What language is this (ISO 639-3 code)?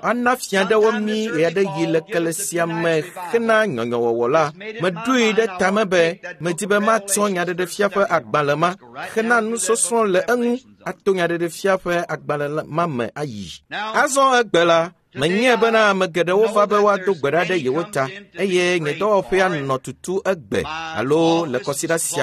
ewe